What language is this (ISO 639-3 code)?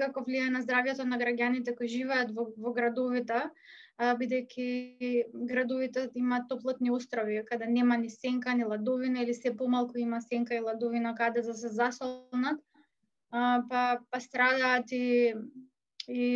mkd